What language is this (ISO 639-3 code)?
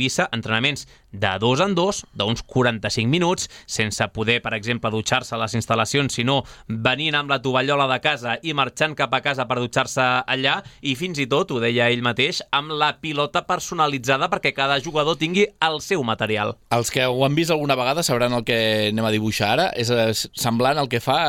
cat